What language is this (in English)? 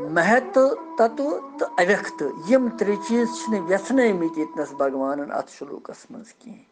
Kashmiri